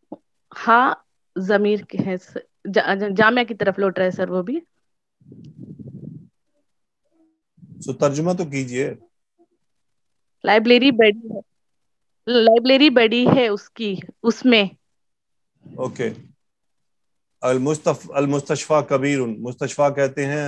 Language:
Urdu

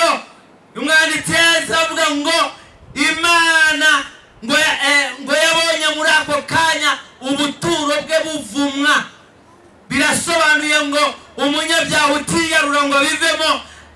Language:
Kinyarwanda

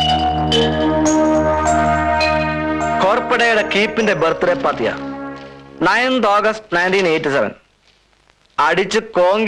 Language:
Malayalam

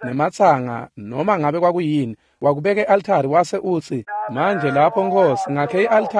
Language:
Swati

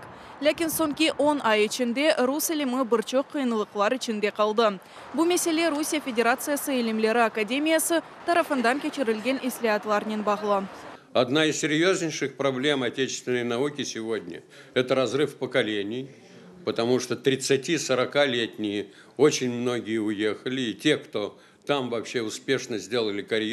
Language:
Crimean Tatar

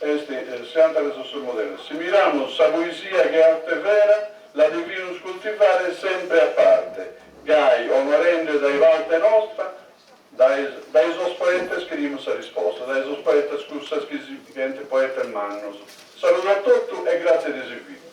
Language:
Sardinian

